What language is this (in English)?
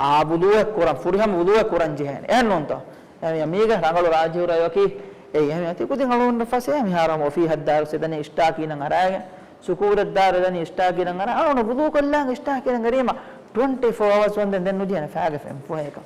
Divehi